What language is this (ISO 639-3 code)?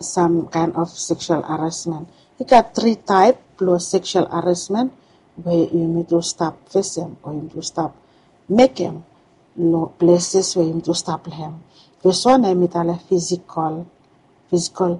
bis